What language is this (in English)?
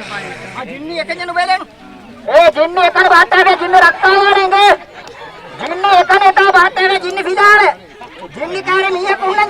Divehi